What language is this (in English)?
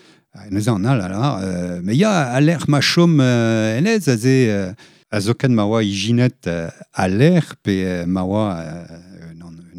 Breton